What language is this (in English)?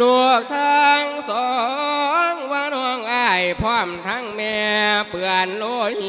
Lao